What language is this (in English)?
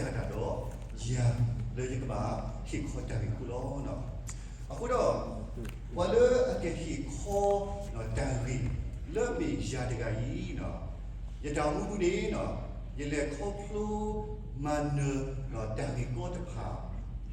S'gaw Karen